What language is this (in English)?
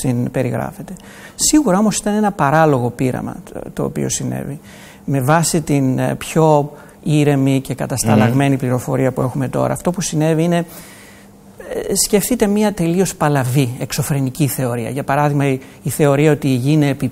Greek